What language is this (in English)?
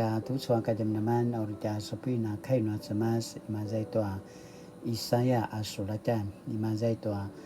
Paiwan